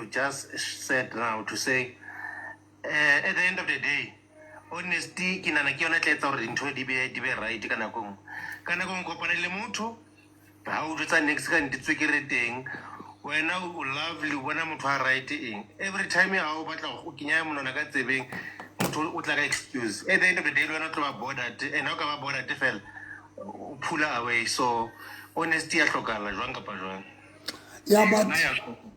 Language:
Southern Sotho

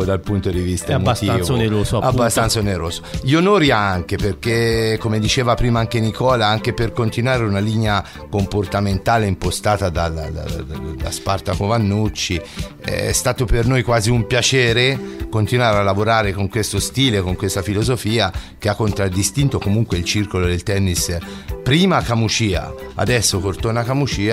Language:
Italian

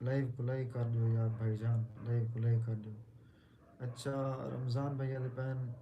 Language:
Saraiki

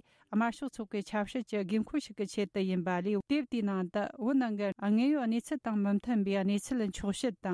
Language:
Tibetan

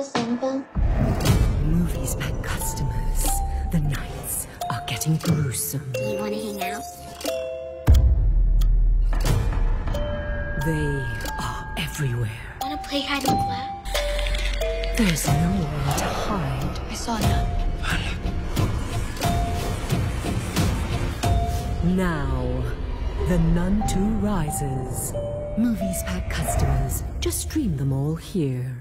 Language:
English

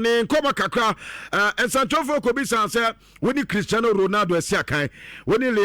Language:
Akan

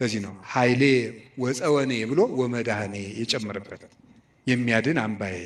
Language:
Amharic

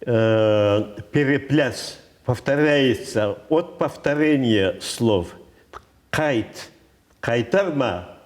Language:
Crimean Tatar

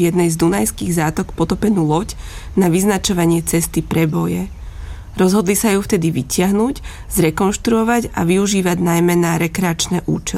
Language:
Slovak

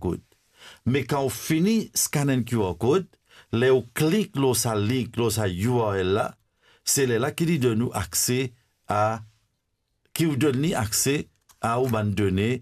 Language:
Morisyen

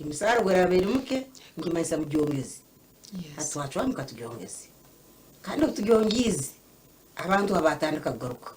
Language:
Nyankole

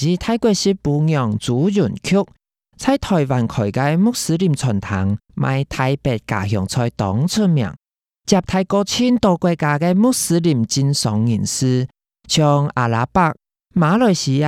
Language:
Hakka Chinese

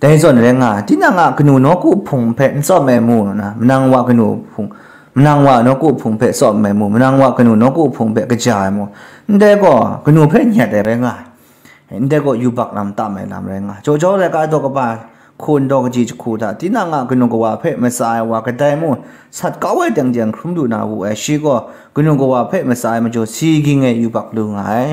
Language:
Kachin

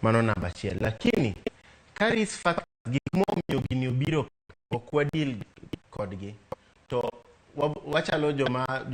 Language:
Luo (Kenya and Tanzania)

